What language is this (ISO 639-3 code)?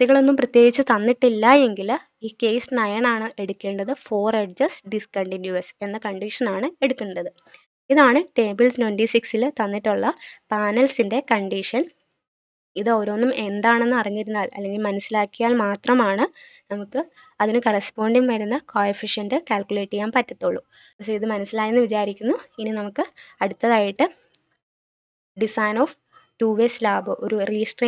mal